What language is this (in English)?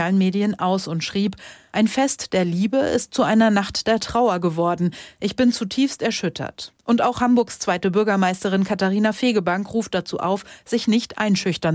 German